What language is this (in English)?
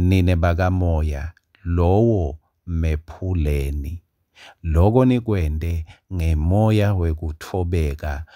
Swati